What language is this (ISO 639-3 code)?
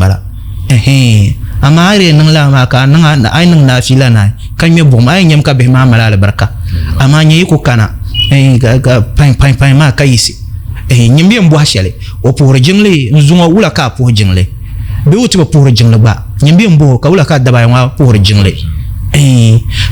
dag